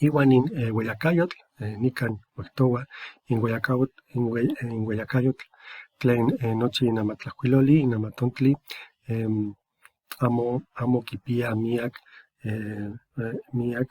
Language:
Eastern Huasteca Nahuatl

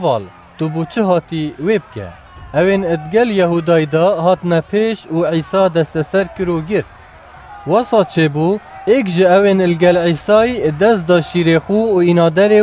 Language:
Kurdish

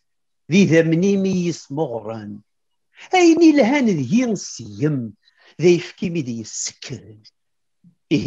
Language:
Kabyle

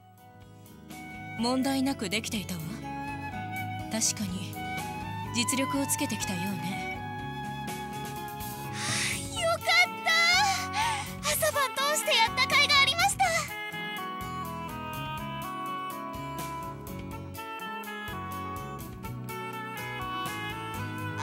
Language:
Japanese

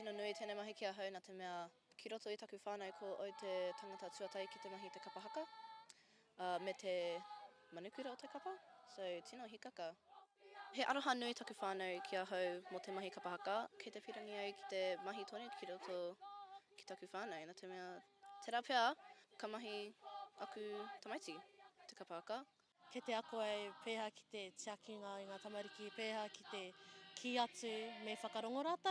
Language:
Māori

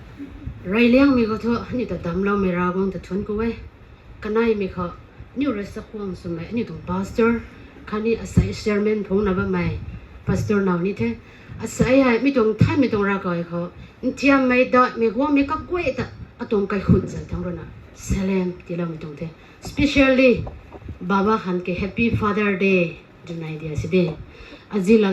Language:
Rongmei Naga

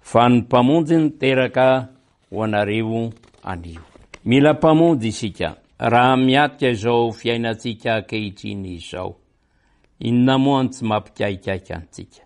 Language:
Malagasy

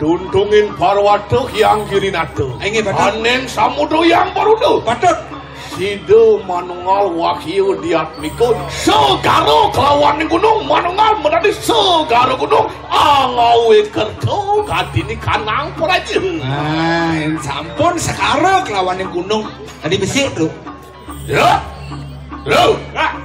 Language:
Balinese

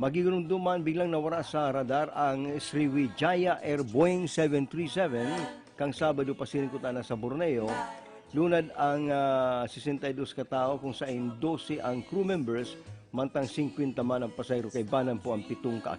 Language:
Bikol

